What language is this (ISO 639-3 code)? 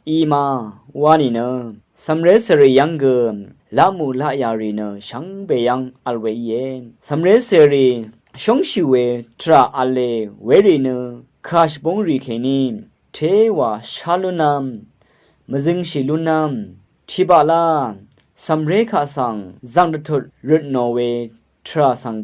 raw